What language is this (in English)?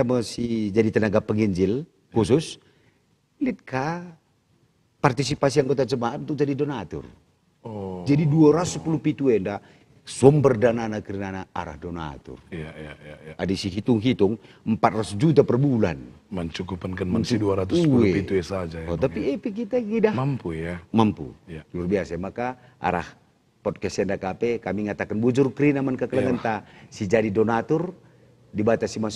Batak Karo